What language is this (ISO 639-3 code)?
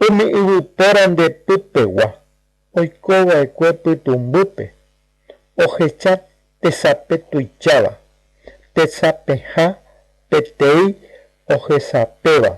grn